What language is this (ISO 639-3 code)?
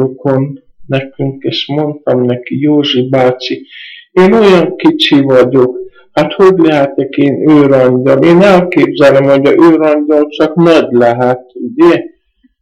hun